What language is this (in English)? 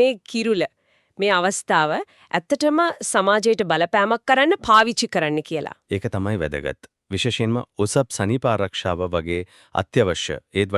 Sinhala